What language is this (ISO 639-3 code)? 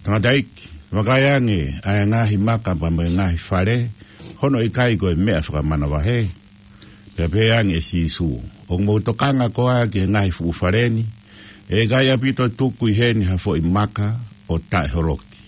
ton